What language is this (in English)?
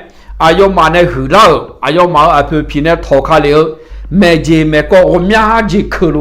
Akha